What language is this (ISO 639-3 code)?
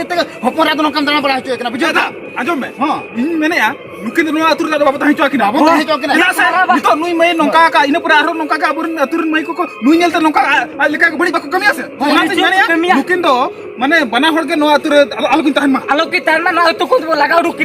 sat